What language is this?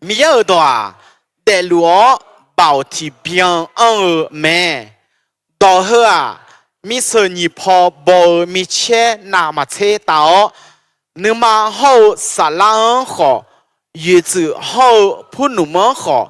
Akha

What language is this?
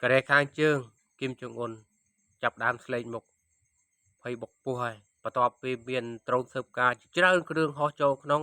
Khmer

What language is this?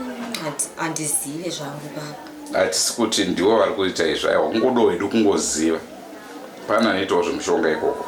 Shona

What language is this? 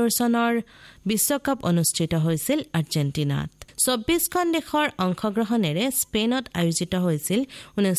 Assamese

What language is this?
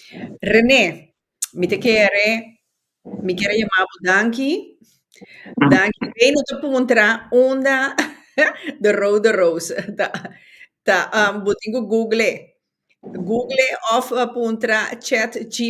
Papiamento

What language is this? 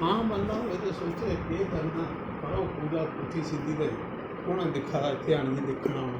Dogri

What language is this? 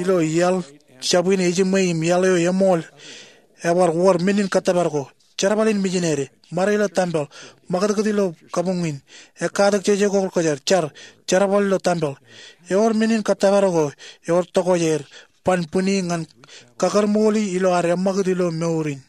Marshallese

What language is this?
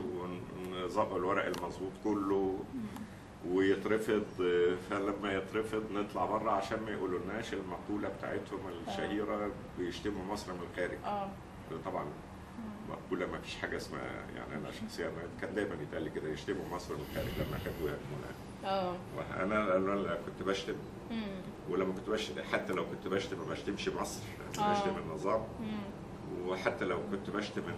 Egyptian Arabic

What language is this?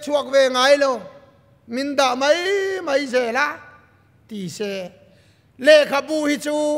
Mizo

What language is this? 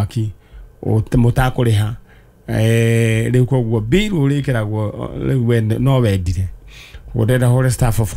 Kikuyu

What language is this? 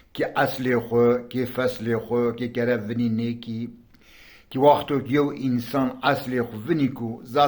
Zaza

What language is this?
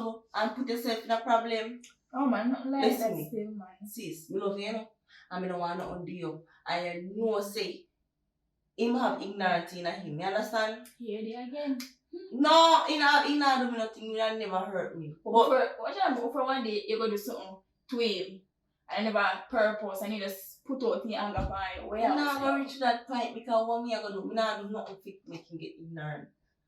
Jamaican Creole English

